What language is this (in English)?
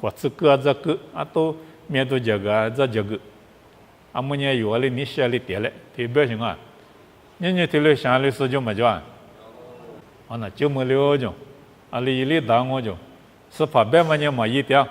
Lisu